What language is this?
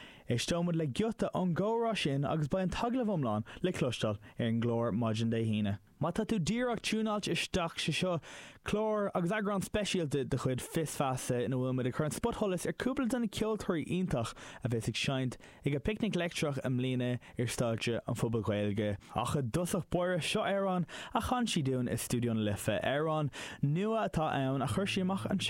Irish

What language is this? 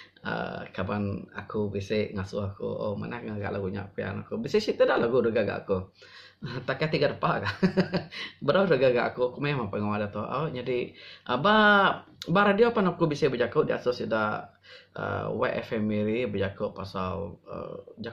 Iban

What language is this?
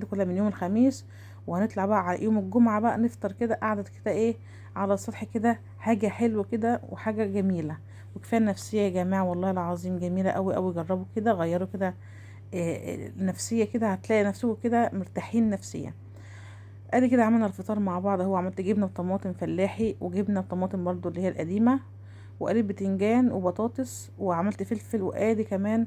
Egyptian Arabic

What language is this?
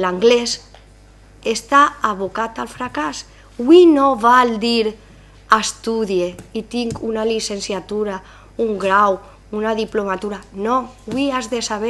Catalan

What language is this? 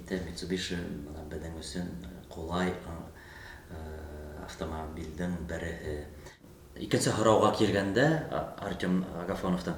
Bashkir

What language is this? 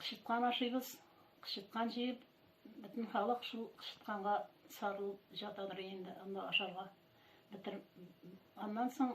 Tatar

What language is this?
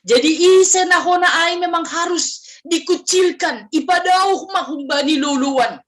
Batak Simalungun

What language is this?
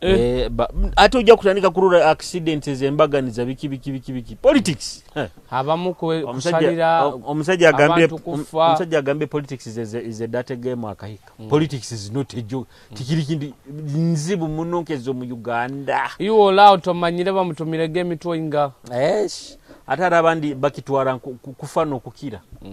Nyoro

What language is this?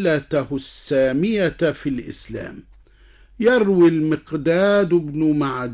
Arabic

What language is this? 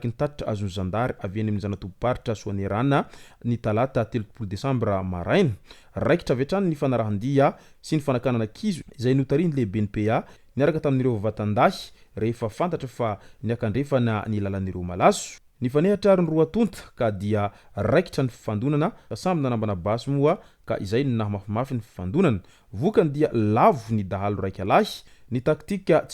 Malagasy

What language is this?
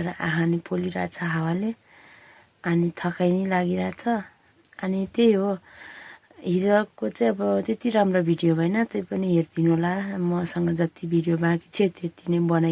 Nepali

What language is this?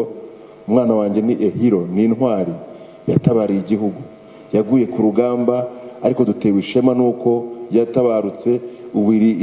Kinyarwanda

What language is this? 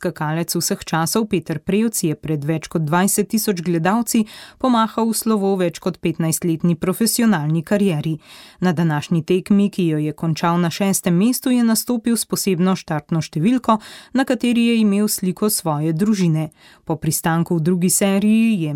Slovenian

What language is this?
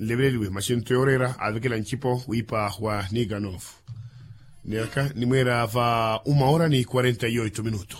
Makhuwa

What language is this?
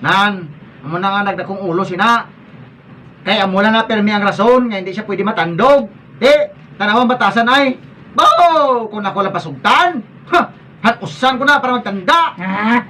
Hiligaynon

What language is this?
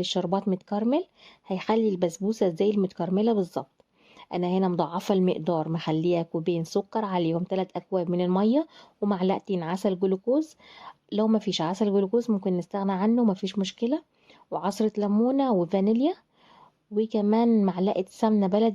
Egyptian Arabic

